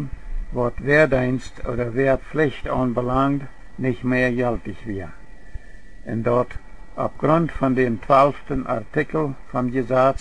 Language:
Plautdietsch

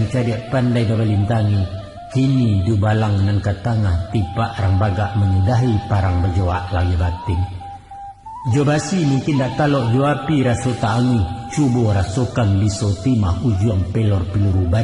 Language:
Minangkabau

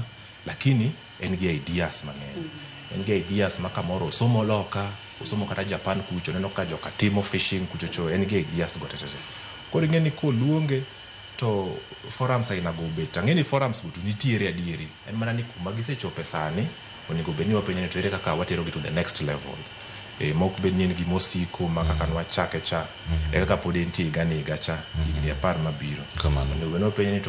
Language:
Luo (Kenya and Tanzania)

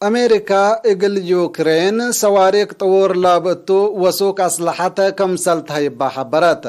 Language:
Tigre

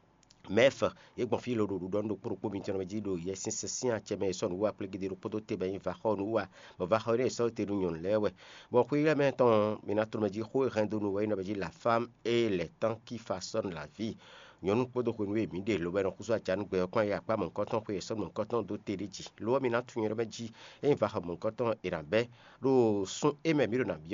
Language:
Fon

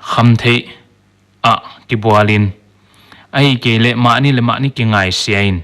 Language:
Paite Chin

